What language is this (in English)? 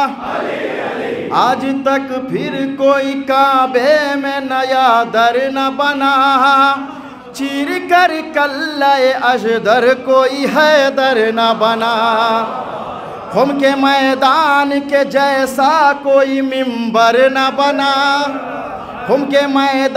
Urdu